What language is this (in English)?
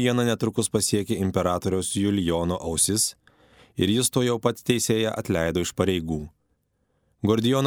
Lithuanian